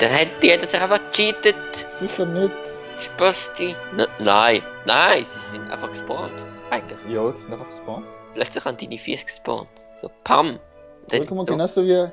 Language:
Swiss German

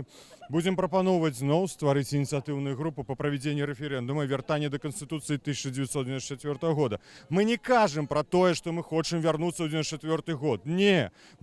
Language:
Belarusian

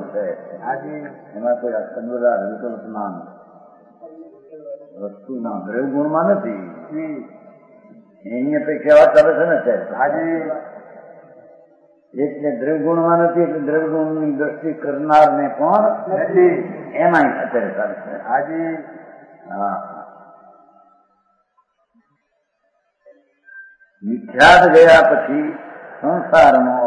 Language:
Gujarati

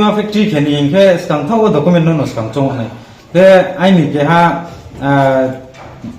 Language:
Riang (India)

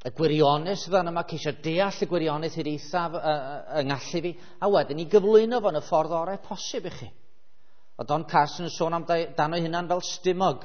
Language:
Welsh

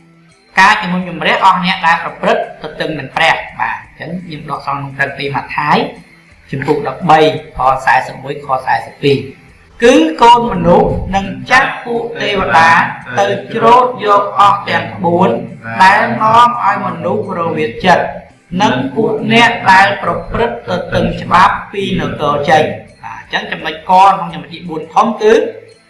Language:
Khmer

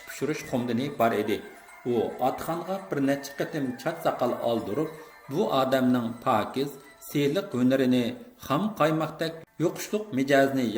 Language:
Uyghur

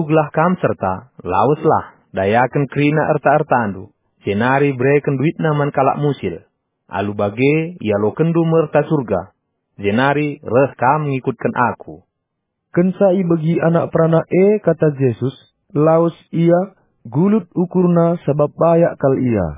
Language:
Batak Karo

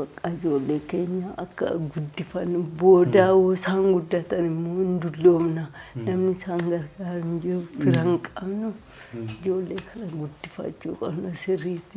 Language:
Oromo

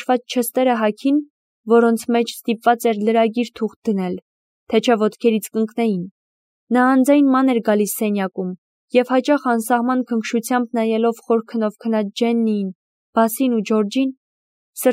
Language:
Armenian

